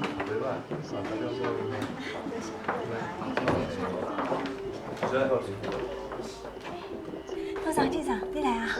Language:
Min Nan Chinese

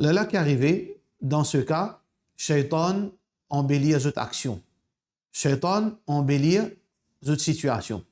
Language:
Morisyen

